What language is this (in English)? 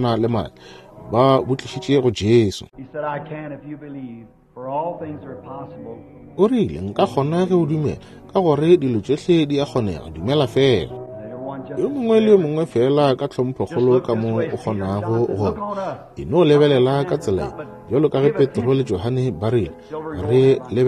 Northern Sotho